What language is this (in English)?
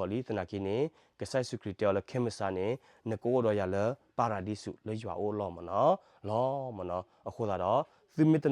S'gaw Karen